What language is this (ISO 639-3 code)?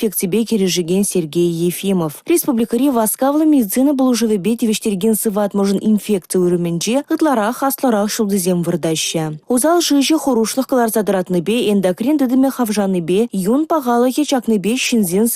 chv